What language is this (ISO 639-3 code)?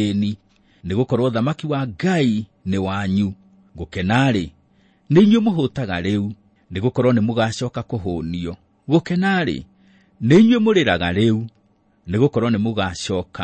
kik